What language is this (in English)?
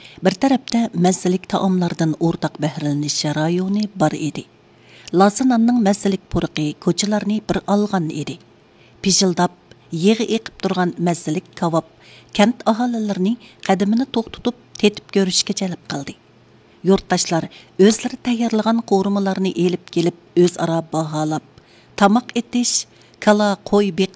Uyghur